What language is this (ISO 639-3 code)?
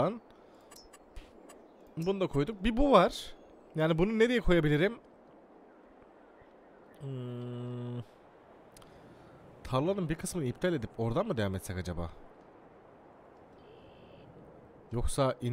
tur